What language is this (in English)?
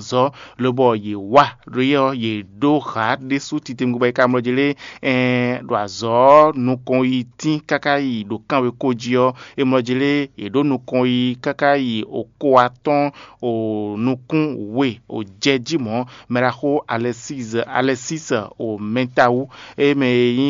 Fon